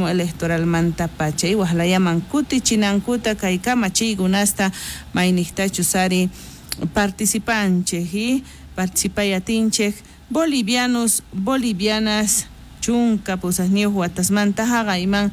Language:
South Bolivian Quechua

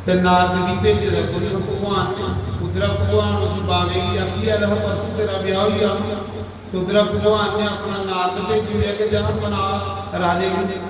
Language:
Dogri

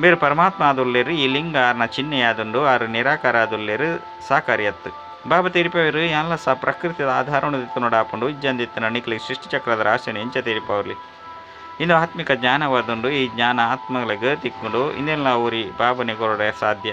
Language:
Tulu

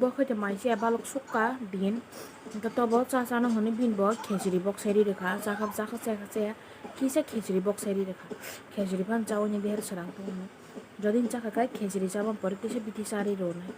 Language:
Kok Borok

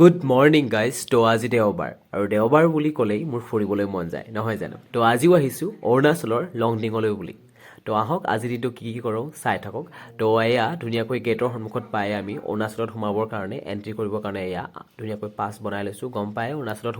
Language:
Assamese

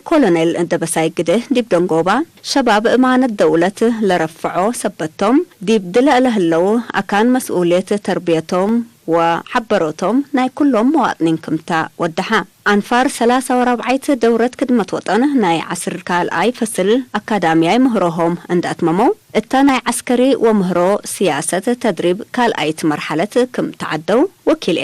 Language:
Tigre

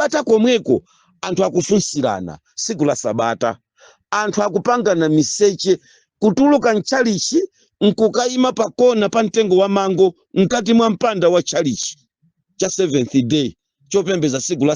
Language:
Nyanja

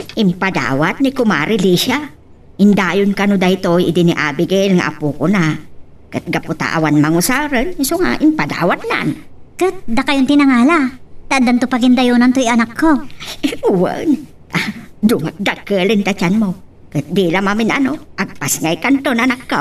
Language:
Iloko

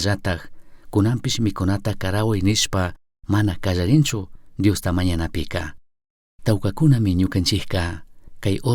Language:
Chimborazo Highland Quichua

